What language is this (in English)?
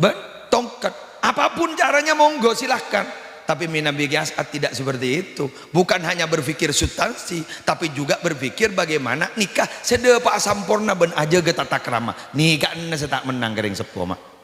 Madurese